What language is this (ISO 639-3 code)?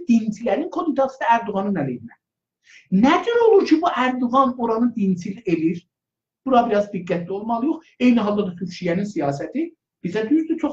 azb